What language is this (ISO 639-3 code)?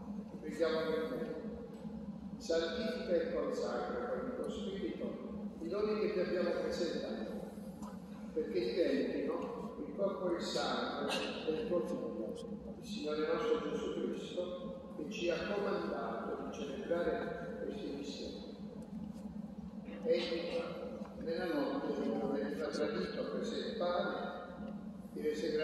ita